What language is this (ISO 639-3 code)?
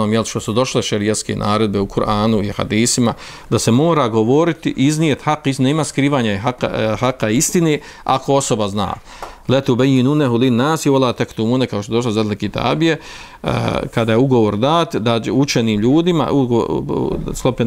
bos